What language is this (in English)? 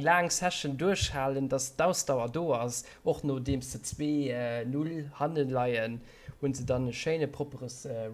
Luxembourgish